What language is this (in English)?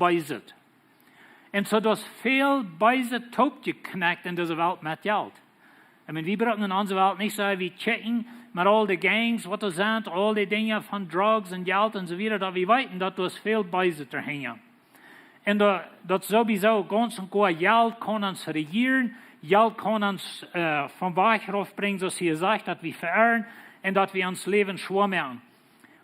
Plautdietsch